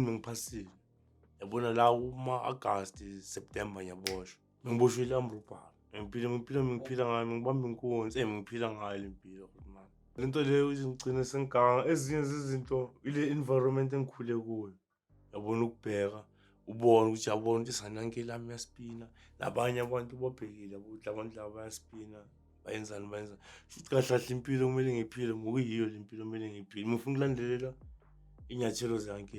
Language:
Zulu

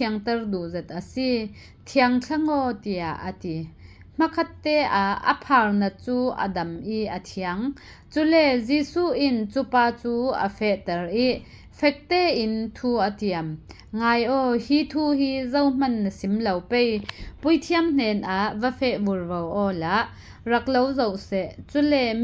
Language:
Falam Chin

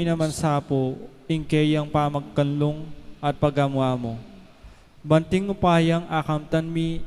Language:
Pampanga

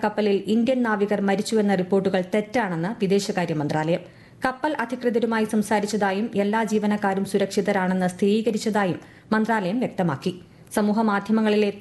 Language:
Malayalam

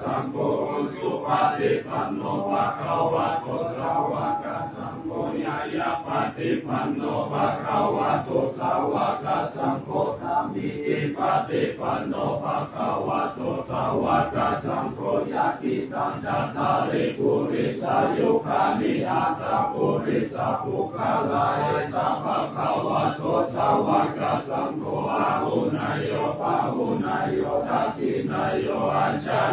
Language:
Pali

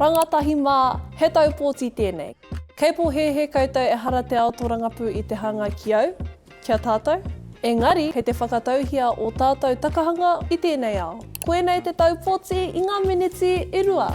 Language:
Māori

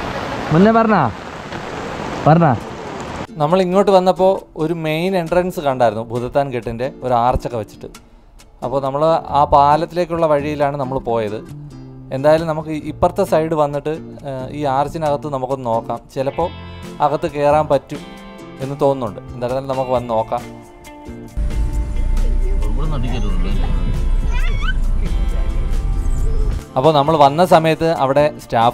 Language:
Malayalam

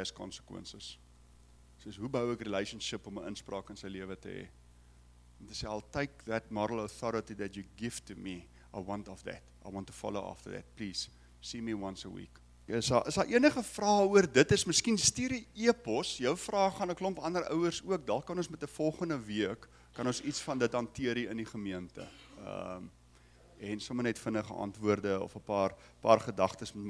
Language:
Afrikaans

